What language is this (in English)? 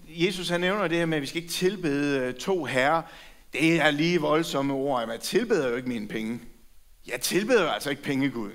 Danish